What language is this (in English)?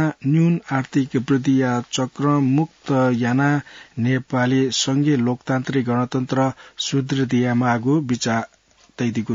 Newari